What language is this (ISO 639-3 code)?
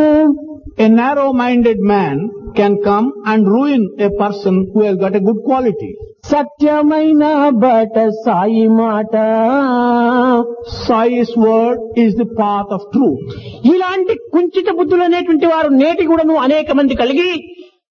tel